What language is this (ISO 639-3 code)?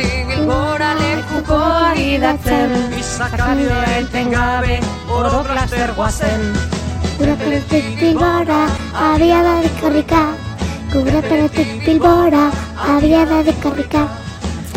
eus